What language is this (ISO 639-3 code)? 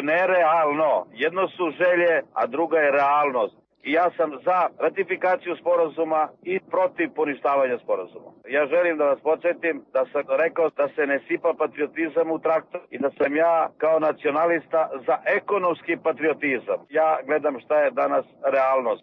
srp